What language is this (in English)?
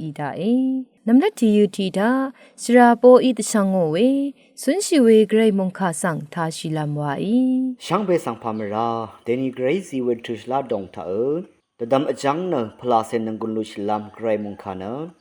Rawang